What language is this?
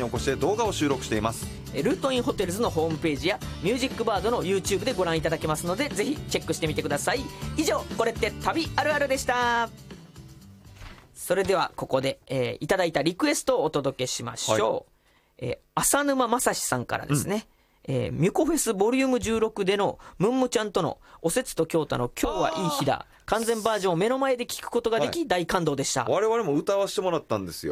Japanese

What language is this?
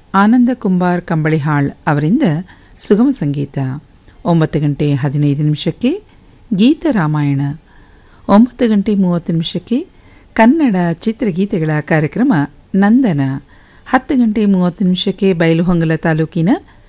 Kannada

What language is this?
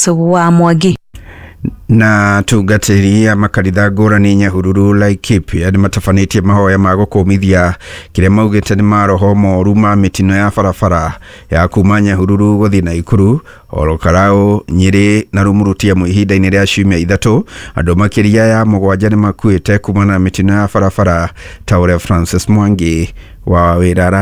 Kikuyu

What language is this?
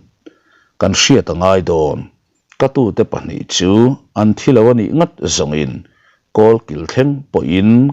Mizo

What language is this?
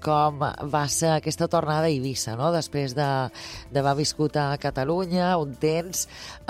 Catalan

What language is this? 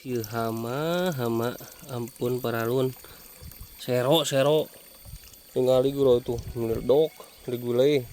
Sundanese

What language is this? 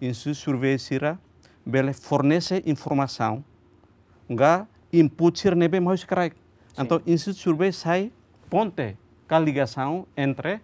Tetum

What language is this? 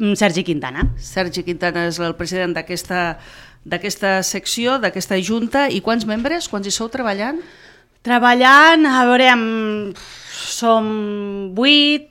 Catalan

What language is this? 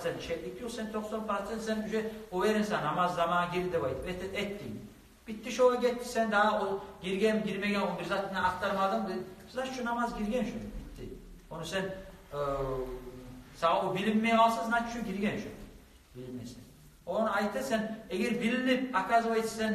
Kumyk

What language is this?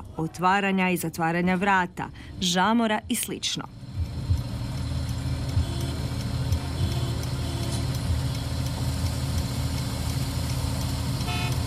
Croatian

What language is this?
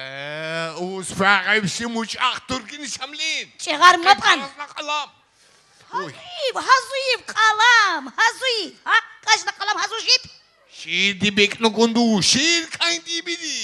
Tabassaran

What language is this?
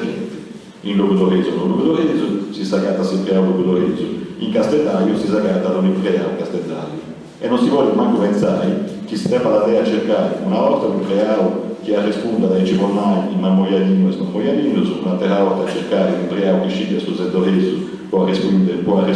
Sardinian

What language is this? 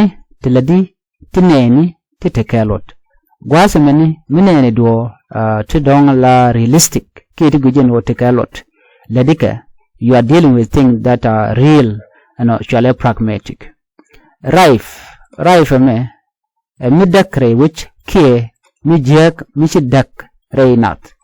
Nuer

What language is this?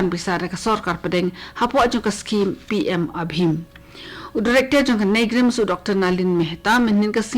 Khasi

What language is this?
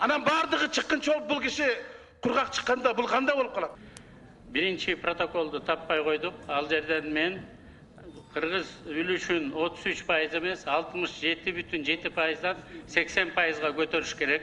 Kyrgyz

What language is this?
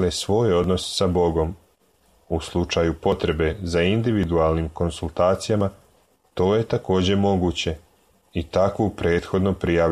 Serbian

